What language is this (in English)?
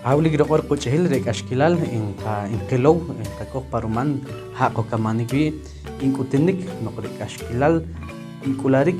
Poqomchi'